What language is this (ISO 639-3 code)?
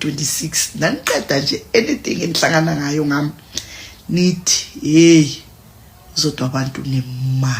zul